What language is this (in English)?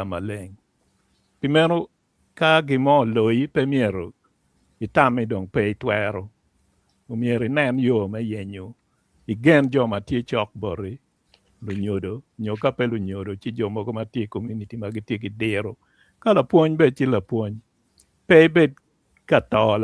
Acoli